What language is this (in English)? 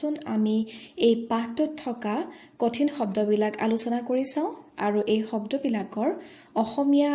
Assamese